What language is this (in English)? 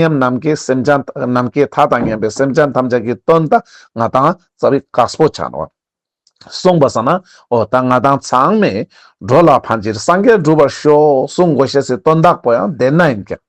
Ladakhi